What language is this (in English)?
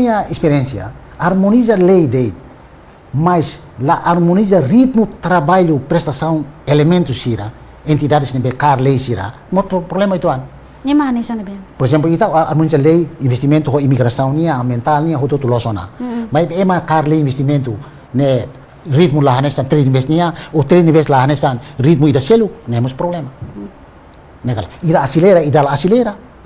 Tetum